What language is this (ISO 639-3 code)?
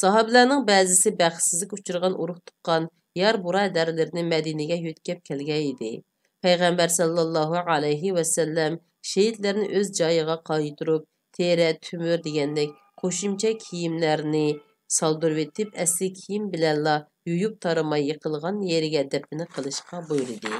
uig